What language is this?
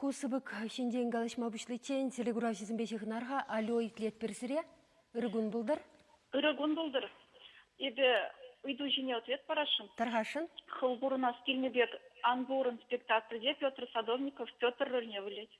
Chuvash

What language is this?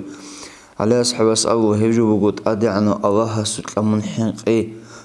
Avaric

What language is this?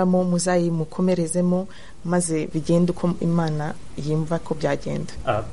Kinyarwanda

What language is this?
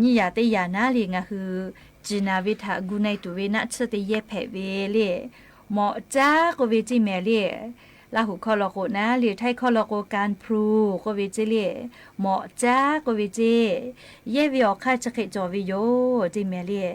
Lahu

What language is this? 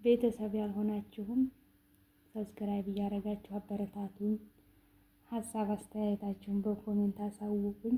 Amharic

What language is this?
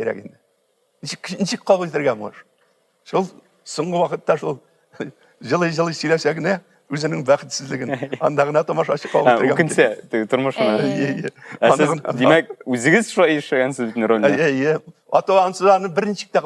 Tatar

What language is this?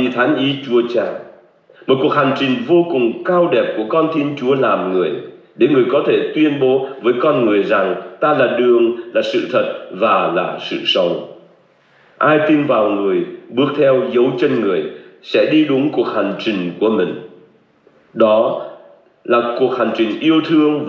Vietnamese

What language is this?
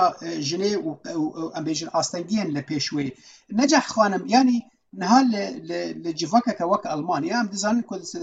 Kurdish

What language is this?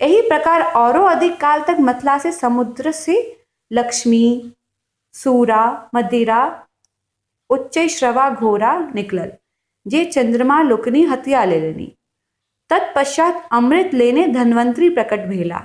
Maithili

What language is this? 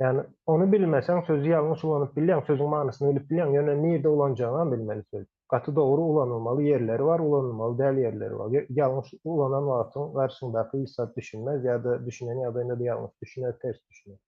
Turkmen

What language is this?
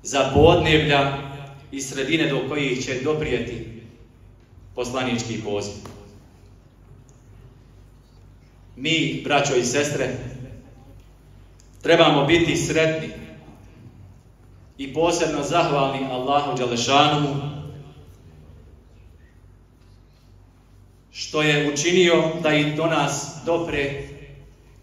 Bosnian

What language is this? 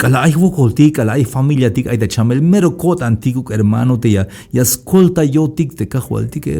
Tzeltal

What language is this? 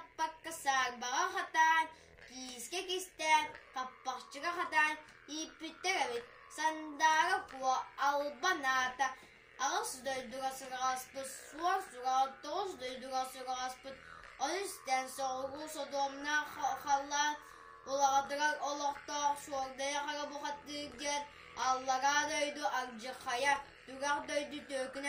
Yakut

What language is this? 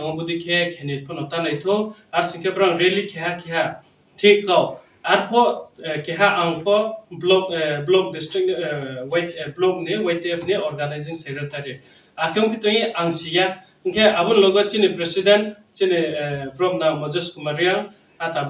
Riang (India)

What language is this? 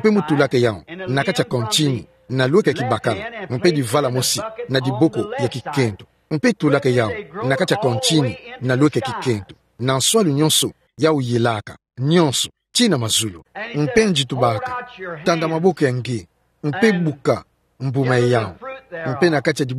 Kituba (Democratic Republic of Congo)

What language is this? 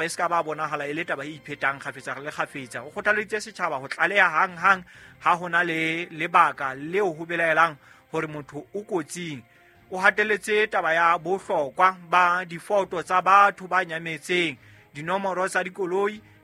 Southern Sotho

